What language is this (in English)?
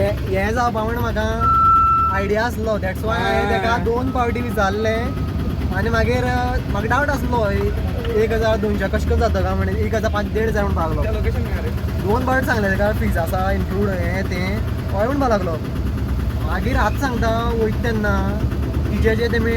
Konkani